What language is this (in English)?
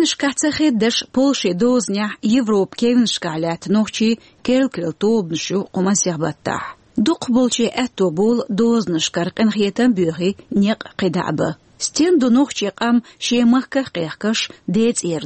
Chechen